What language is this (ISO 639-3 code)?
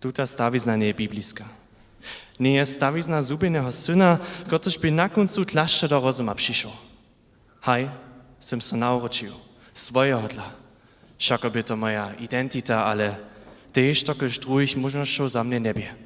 hsb